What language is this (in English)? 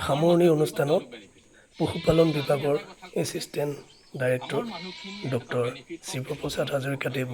Assamese